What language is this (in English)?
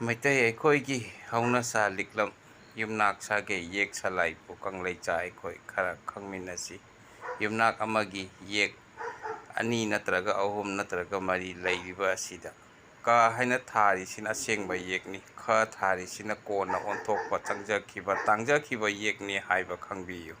Manipuri